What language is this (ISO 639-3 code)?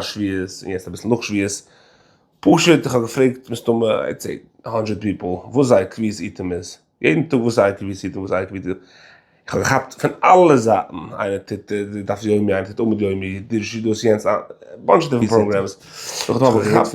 yid